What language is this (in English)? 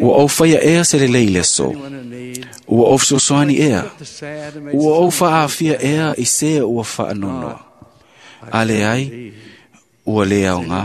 Samoan